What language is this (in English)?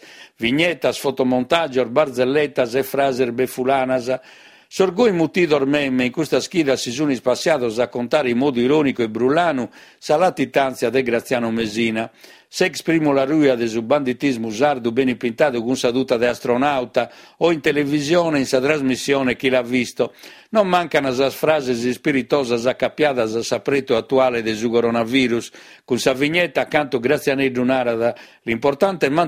Sardinian